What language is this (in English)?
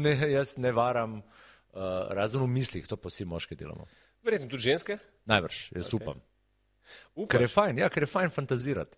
Slovenian